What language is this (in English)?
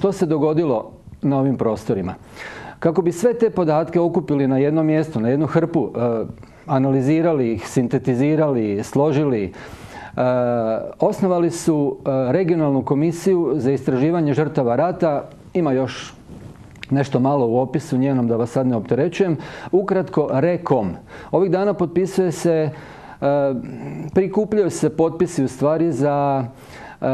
Croatian